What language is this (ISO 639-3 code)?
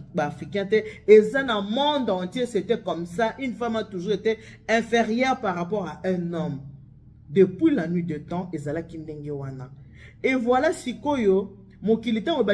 lin